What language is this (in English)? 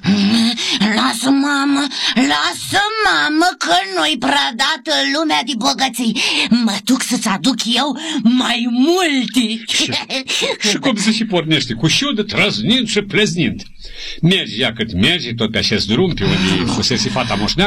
Romanian